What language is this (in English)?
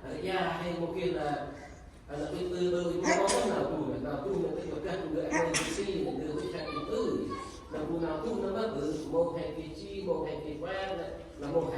Central Mnong